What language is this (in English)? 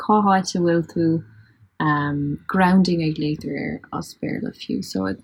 Irish